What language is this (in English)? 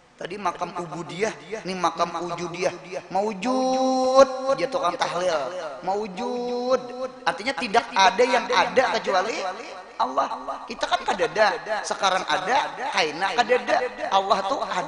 Banjar